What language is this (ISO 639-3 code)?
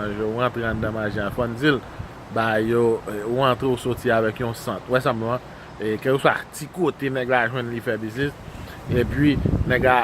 hat